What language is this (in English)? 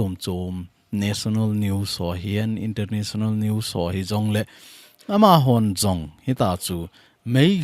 Thado Chin